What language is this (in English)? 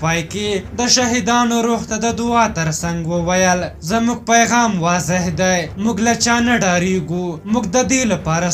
Pashto